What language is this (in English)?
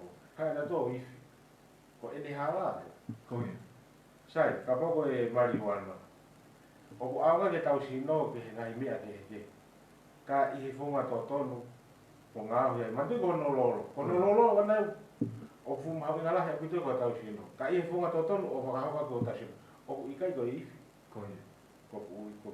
Tongan